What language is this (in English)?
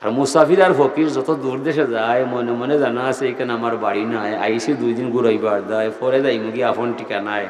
Sylheti